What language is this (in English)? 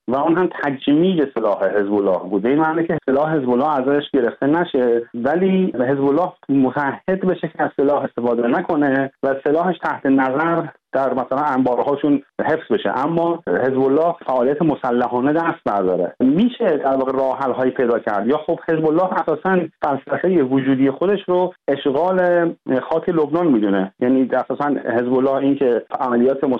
Persian